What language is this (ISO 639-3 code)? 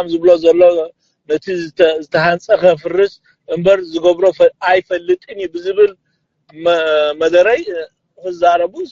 tir